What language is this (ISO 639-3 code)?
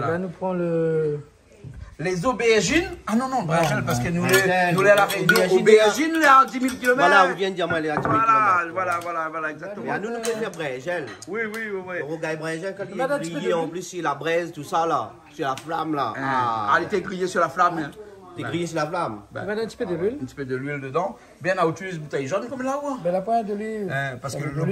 rcf